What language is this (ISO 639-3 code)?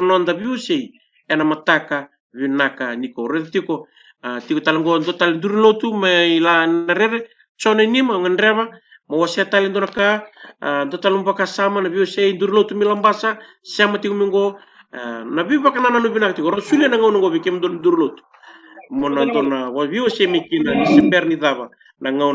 fij